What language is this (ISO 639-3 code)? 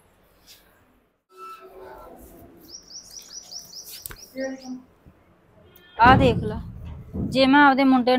pan